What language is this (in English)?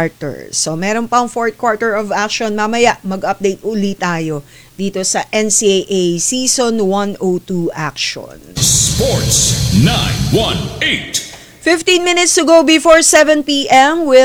Filipino